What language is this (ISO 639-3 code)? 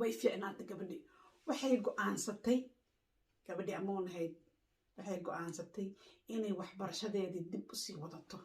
som